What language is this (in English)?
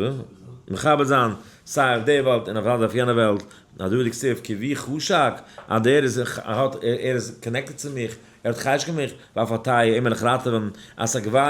Yiddish